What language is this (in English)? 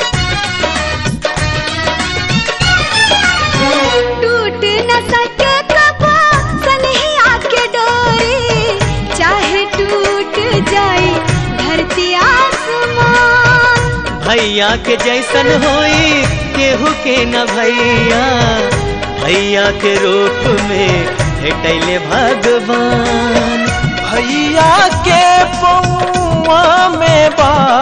Bhojpuri